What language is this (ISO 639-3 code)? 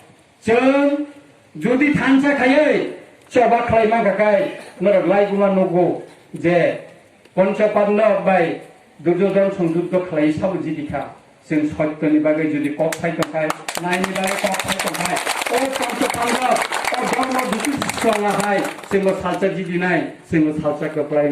trp